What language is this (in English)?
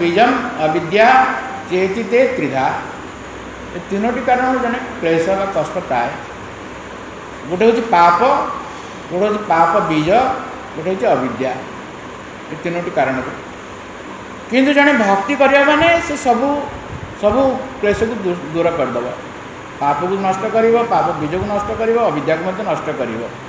Odia